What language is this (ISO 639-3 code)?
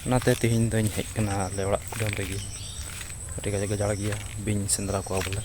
sat